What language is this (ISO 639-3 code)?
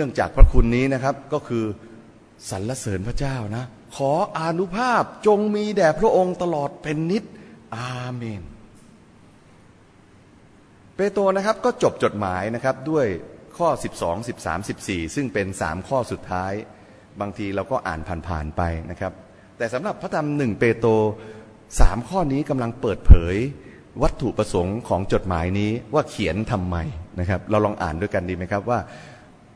tha